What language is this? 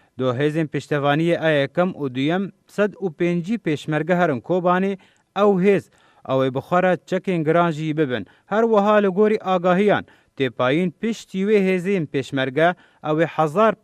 Kurdish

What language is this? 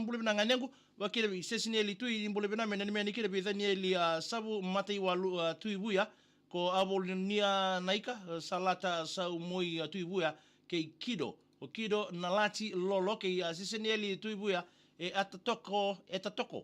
Fijian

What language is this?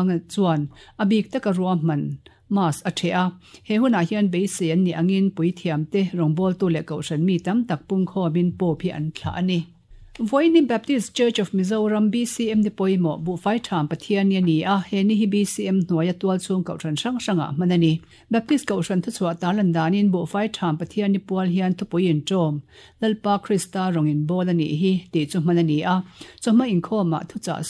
Mizo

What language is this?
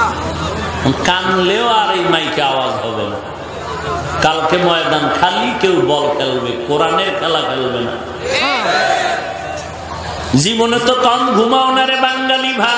Bangla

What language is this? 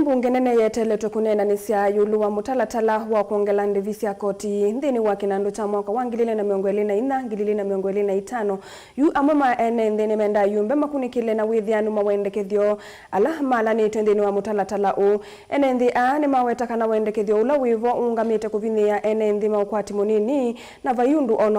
Kamba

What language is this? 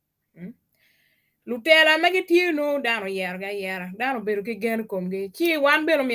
Acoli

